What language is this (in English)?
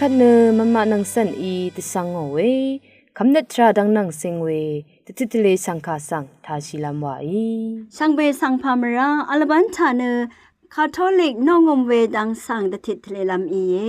Rawang